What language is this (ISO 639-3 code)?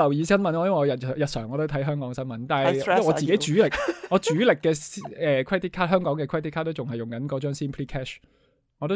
yue